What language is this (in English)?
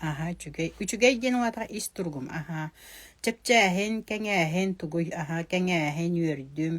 Yakut